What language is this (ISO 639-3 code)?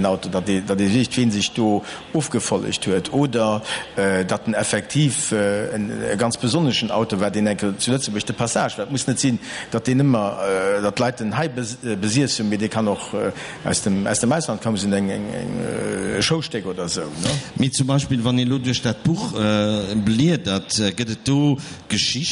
ltz